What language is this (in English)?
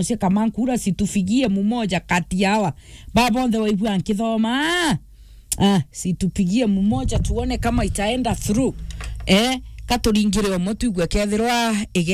Meru